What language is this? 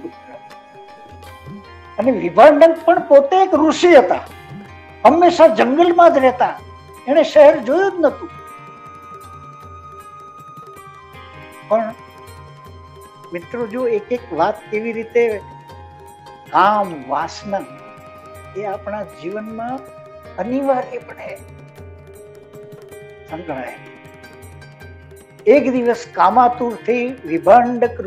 Gujarati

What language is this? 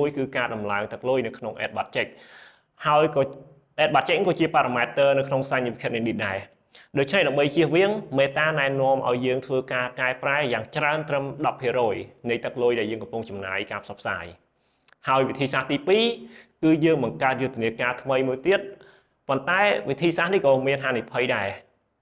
Khmer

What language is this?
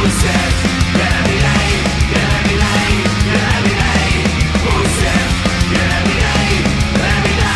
Czech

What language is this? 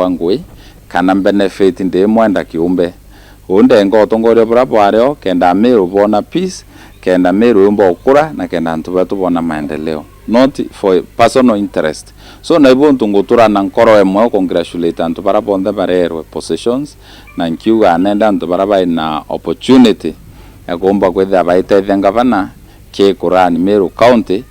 Meru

